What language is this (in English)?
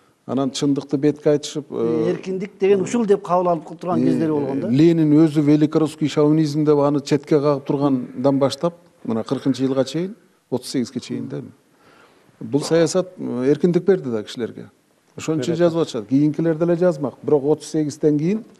Kyrgyz